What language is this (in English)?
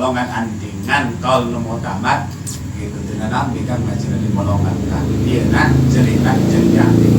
Sundanese